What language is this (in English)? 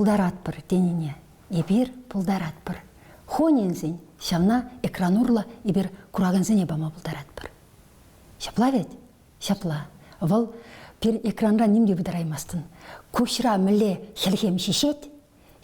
Chuvash